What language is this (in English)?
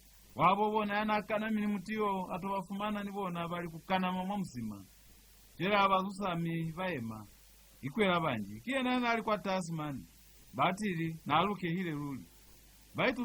Lozi